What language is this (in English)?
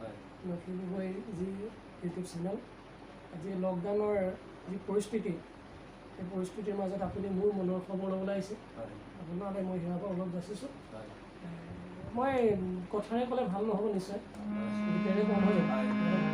Assamese